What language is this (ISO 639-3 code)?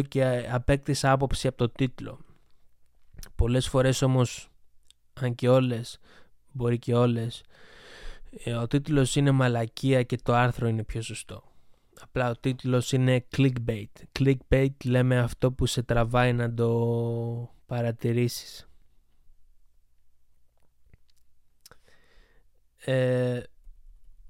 ell